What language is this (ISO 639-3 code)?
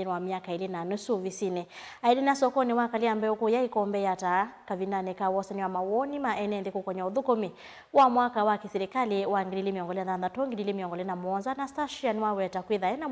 kam